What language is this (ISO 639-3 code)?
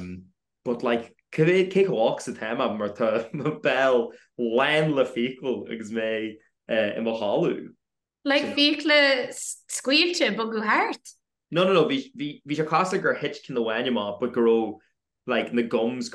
gle